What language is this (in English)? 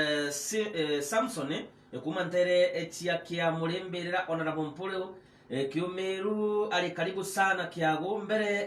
Meru